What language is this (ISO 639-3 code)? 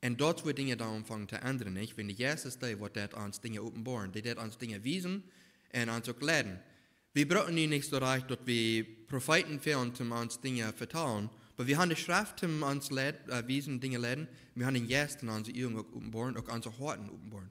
pdt